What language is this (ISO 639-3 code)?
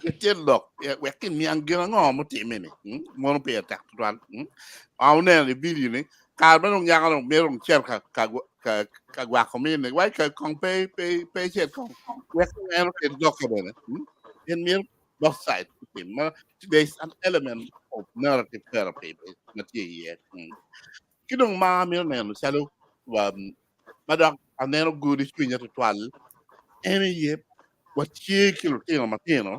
ach